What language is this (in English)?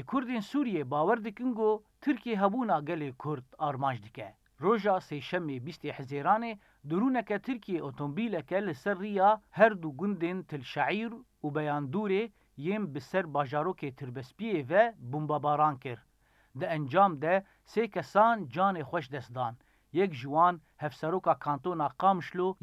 Kurdish